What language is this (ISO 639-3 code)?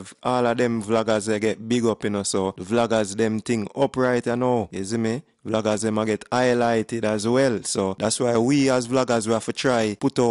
jam